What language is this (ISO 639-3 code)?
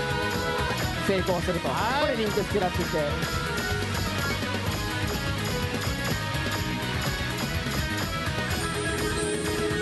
jpn